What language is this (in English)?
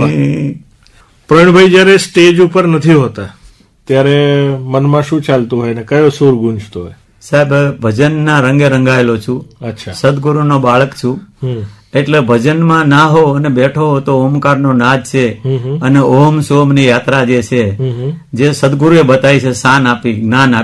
Gujarati